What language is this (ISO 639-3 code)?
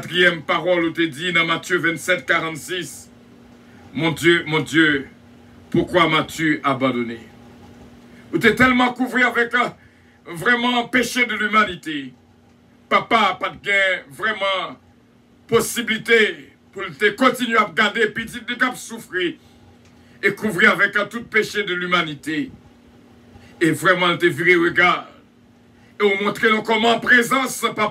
fra